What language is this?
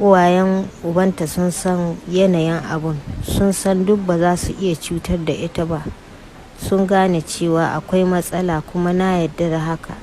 Hausa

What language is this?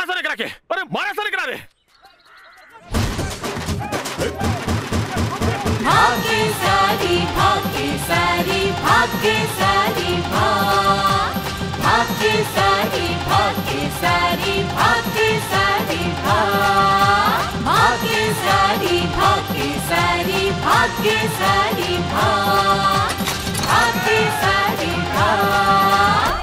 Bhojpuri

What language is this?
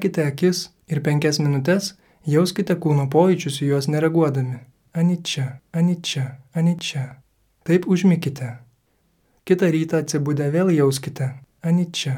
Lithuanian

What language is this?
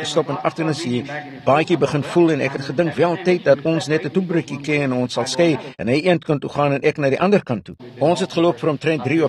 Afrikaans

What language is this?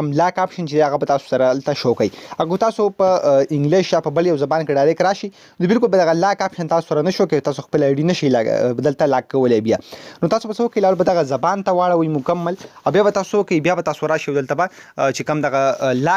Pashto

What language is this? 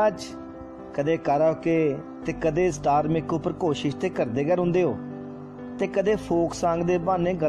Dogri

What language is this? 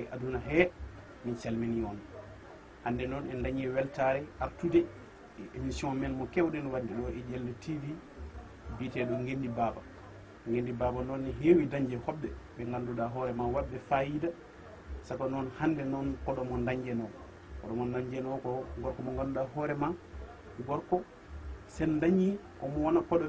Fula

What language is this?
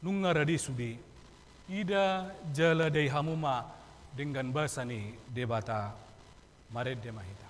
Batak Toba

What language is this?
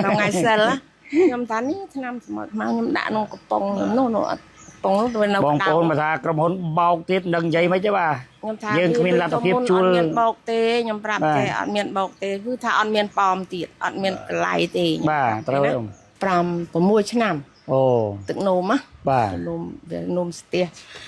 Khmer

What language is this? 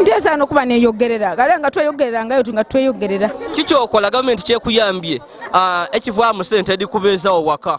Ganda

